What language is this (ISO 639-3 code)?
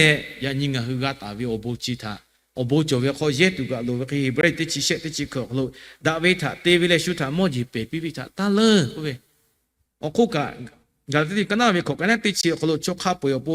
lhu